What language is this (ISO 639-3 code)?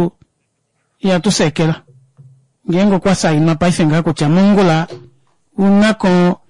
kua